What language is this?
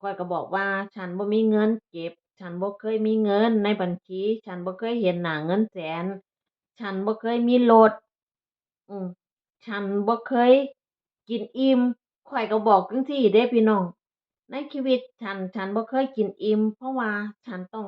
Northeastern Thai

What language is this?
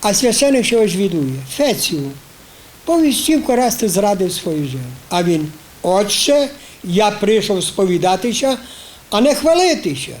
Rusyn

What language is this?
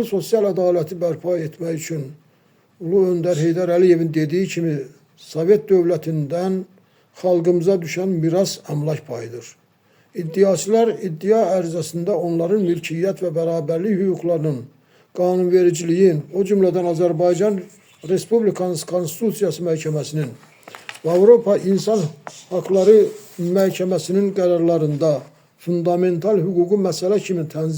Azerbaijani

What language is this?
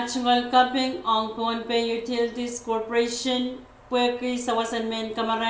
Pohnpeian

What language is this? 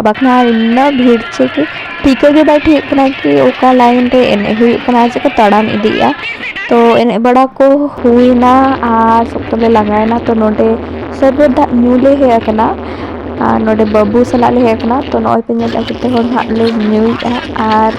Santali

